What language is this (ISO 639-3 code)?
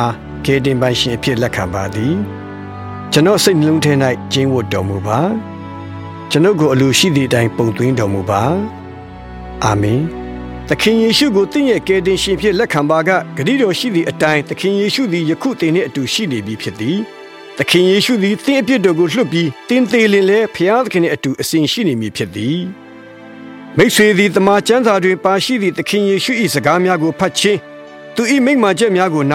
mya